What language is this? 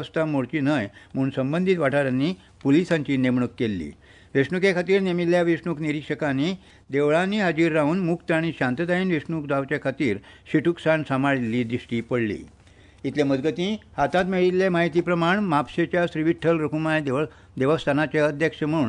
Konkani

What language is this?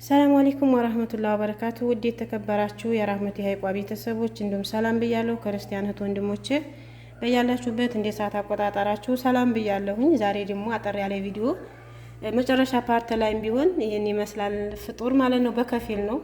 Amharic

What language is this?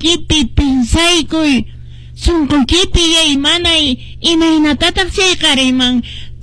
Quechua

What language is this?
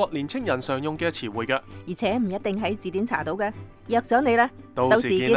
Cantonese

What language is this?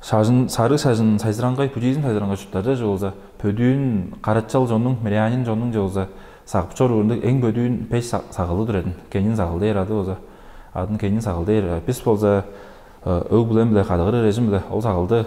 Tuvinian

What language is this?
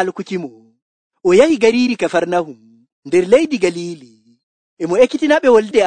Nigerian Fulfulde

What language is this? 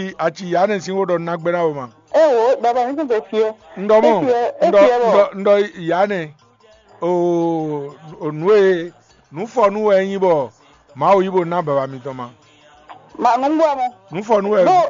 Fon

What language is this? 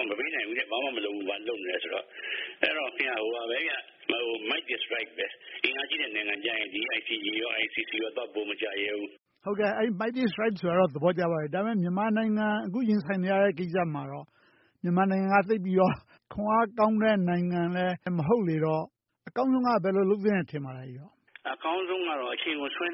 Burmese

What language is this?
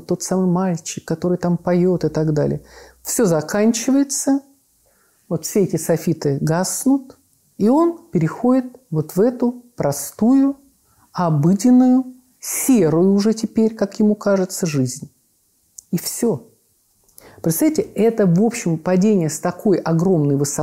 Russian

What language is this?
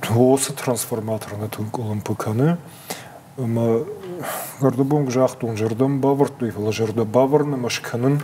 Ossetic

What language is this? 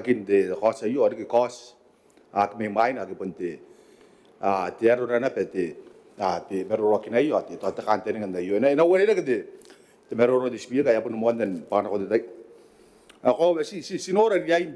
Gilbertese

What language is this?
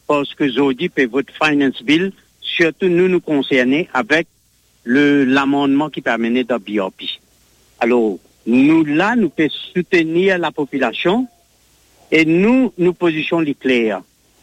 Morisyen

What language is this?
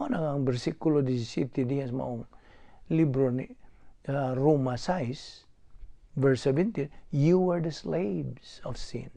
Cebuano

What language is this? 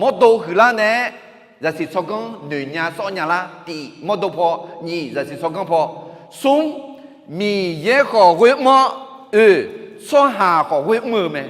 Akha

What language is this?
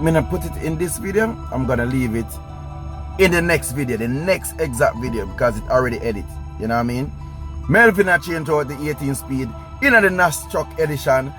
Jamaican Creole English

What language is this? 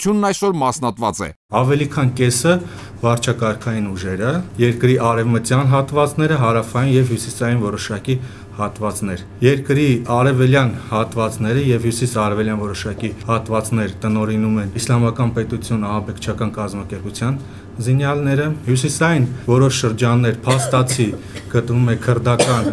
Armenian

